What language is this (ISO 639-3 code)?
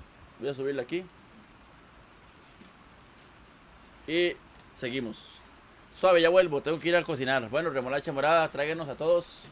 spa